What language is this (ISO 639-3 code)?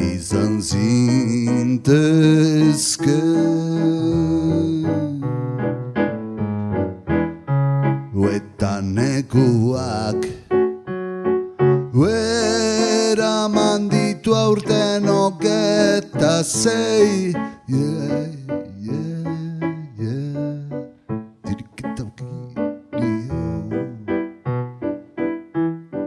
eus